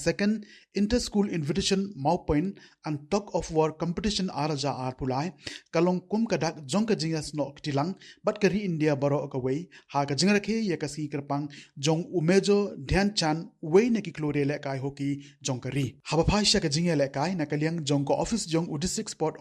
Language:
Khasi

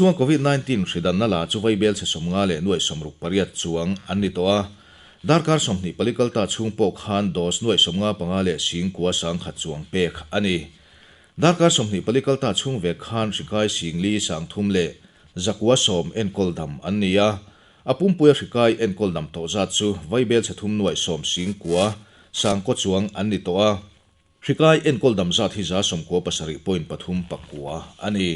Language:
Mizo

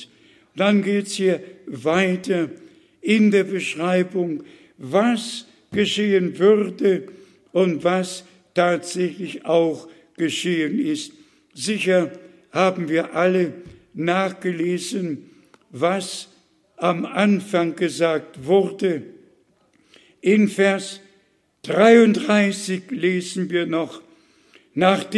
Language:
German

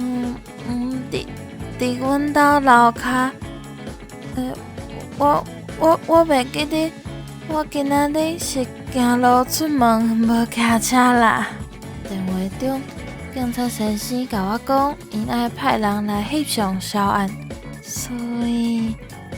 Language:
Min Nan Chinese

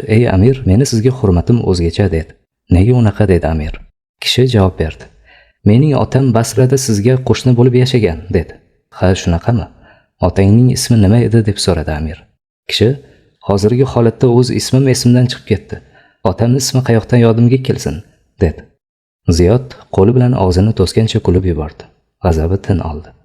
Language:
Uzbek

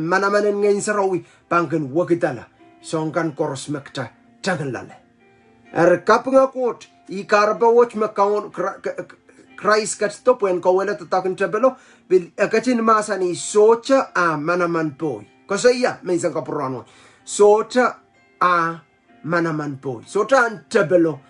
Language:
Pohnpeian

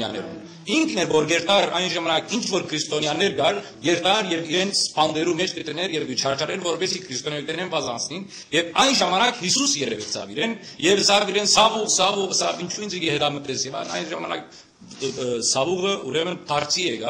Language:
Western Armenian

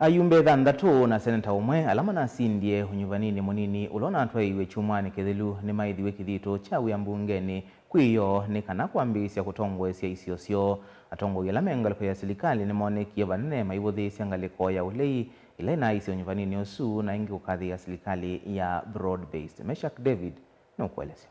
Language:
Kamba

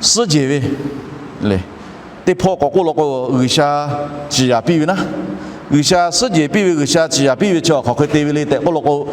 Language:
Lahu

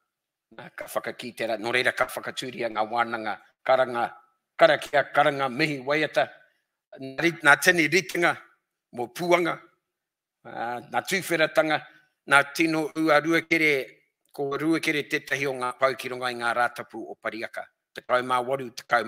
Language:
Māori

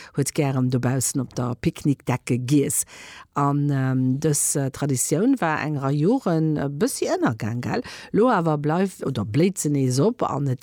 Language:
Luxembourgish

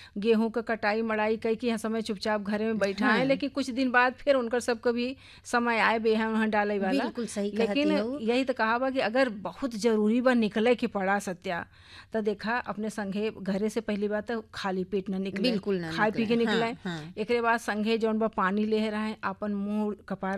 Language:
Bhojpuri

